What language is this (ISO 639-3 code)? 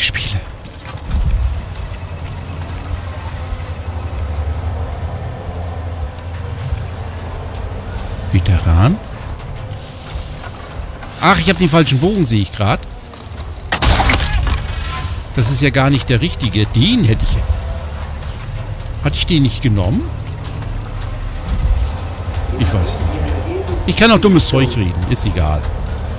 deu